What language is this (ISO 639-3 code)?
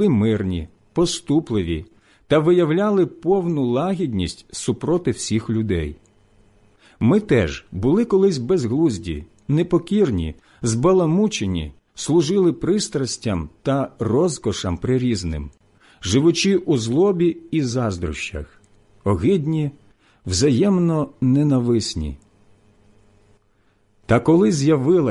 ukr